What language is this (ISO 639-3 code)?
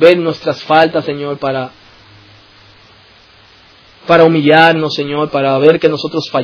spa